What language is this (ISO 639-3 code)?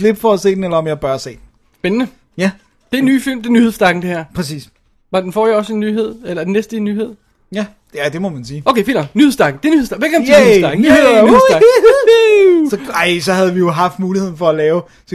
dan